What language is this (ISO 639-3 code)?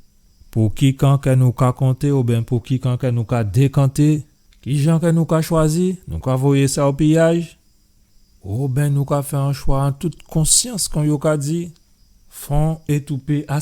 gcf